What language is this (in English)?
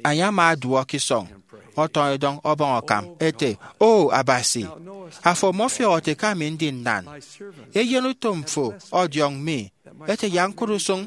Efik